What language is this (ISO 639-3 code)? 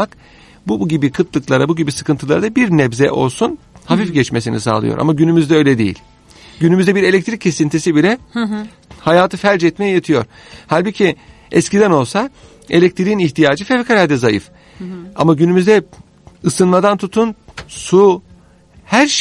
tur